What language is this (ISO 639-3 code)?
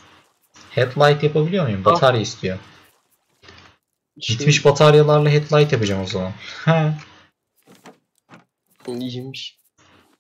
tur